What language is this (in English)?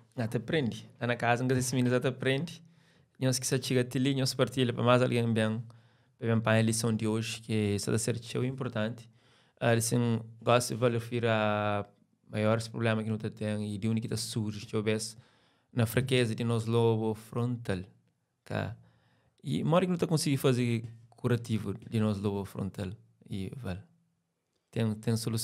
Kabuverdianu